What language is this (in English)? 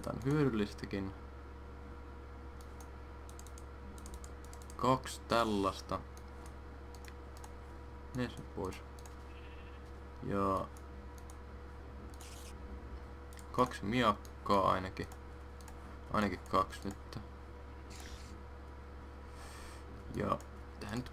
Finnish